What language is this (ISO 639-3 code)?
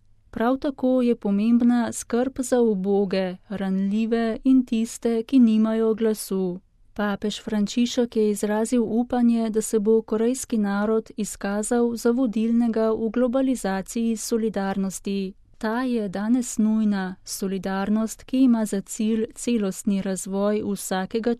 slv